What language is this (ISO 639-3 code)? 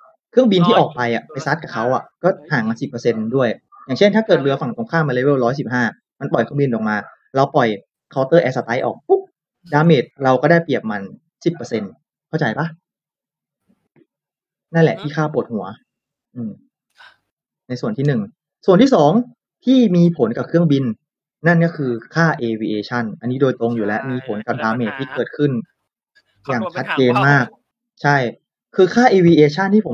tha